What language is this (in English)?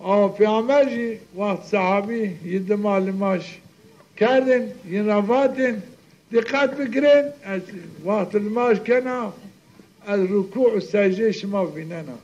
Zaza